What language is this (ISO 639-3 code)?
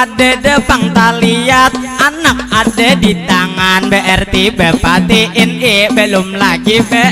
bjn